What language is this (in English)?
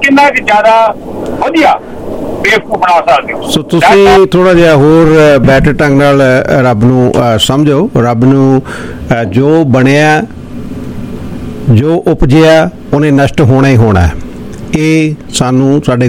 Punjabi